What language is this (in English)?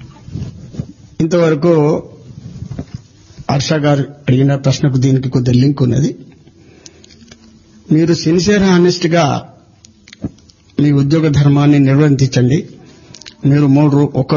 Telugu